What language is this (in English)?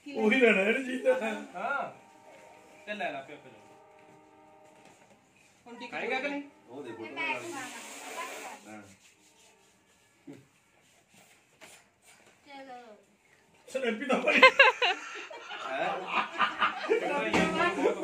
Punjabi